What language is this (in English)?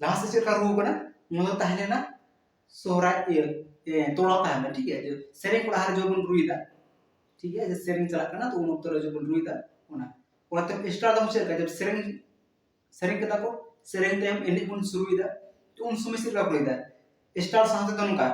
Santali